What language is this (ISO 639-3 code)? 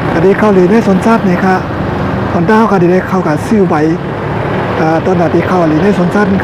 shn